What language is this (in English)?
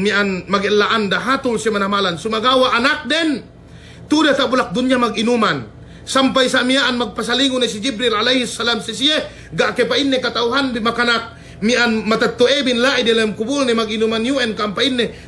Yakan